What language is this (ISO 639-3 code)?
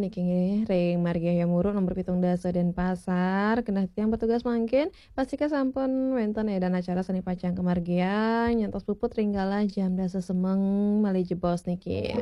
ban